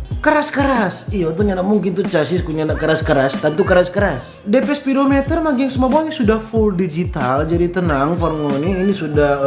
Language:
Manado Malay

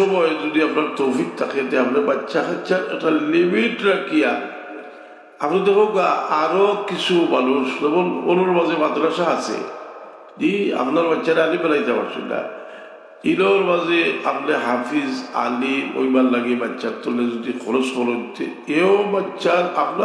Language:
Sylheti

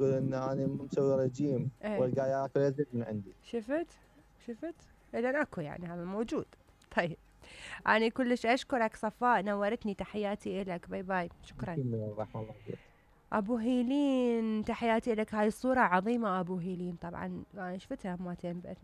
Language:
Mesopotamian Arabic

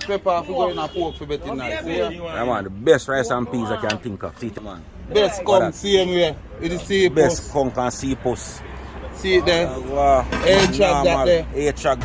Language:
Jamaican Creole English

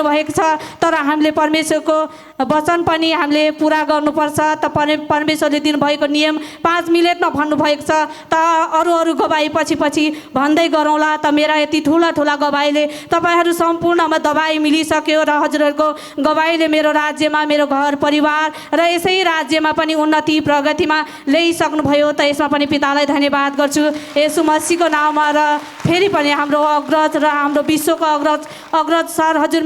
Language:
Nepali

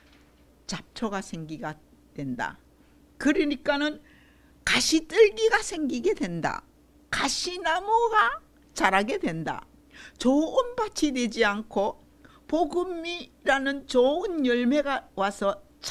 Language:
Korean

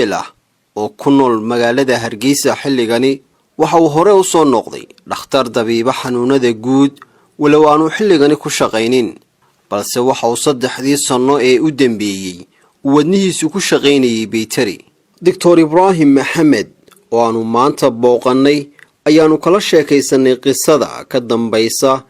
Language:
Somali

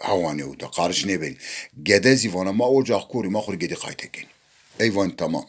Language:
Zaza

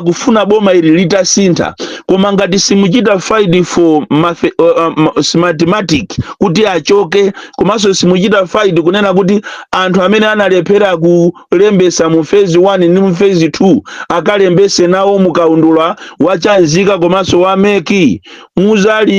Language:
Nyanja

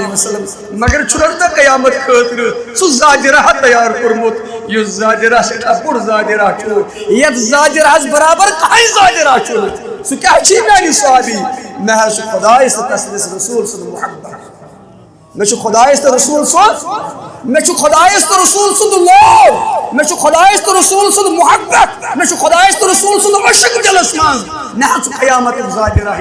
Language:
Kashmiri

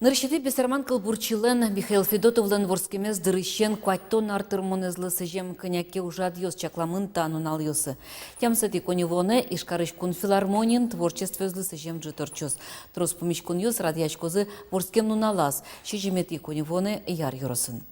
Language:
Udmurt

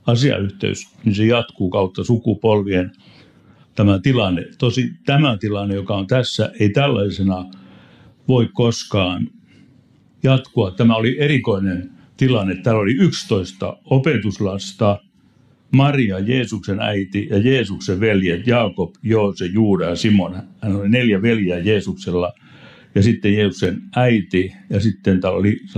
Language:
Finnish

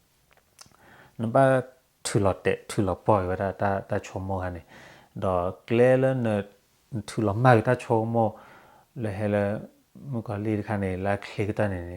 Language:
S'gaw Karen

